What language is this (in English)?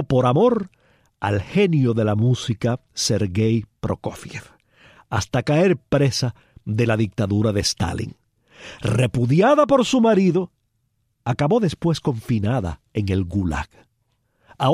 Spanish